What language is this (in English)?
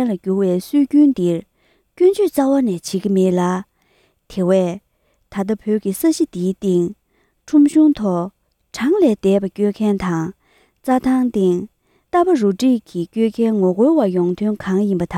Tibetan